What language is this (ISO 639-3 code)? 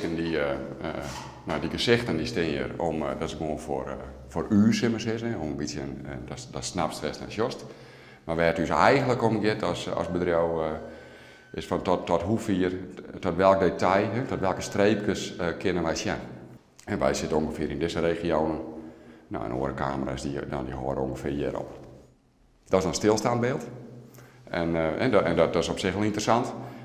fry